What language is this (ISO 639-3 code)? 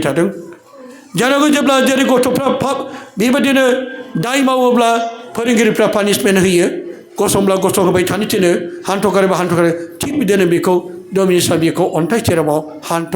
brx